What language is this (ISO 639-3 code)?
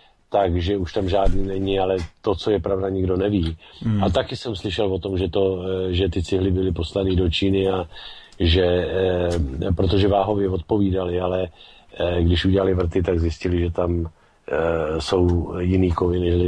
ces